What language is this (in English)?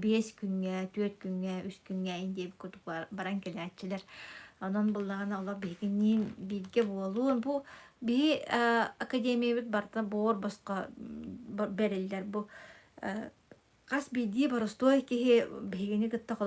Yakut